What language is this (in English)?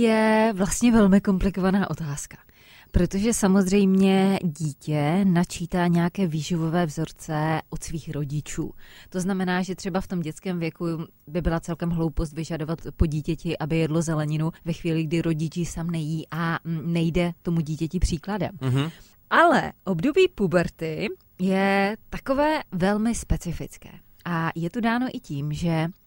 Czech